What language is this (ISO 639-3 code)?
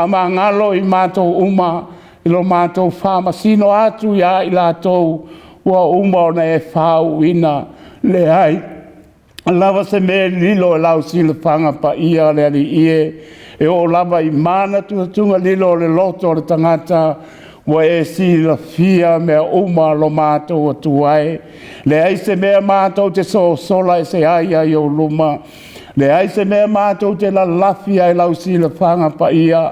smo